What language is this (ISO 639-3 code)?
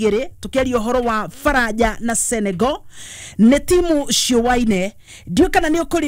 kik